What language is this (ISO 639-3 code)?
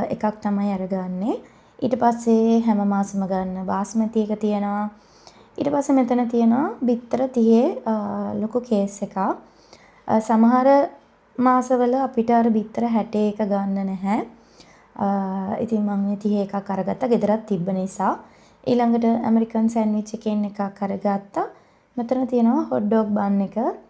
sin